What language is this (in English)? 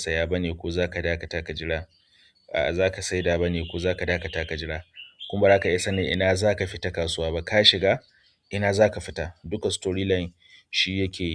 Hausa